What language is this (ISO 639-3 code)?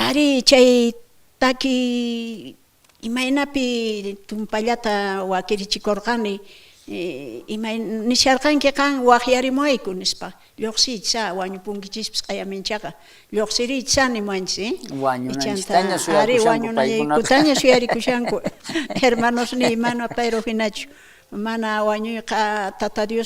quh